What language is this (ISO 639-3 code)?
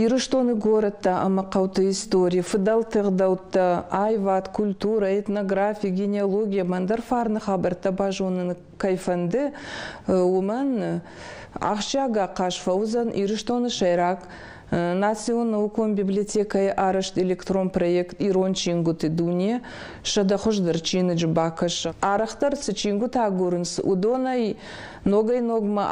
oss